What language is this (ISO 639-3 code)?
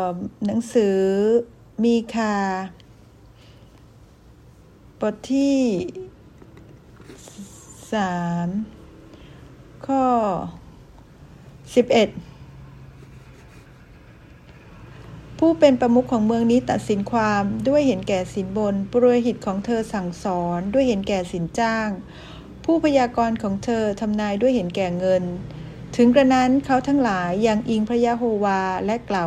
tha